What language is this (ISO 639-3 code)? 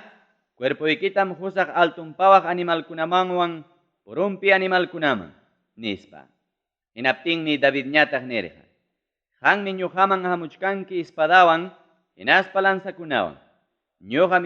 quy